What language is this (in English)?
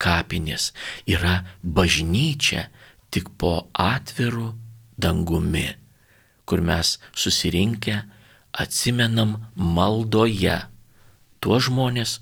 Lithuanian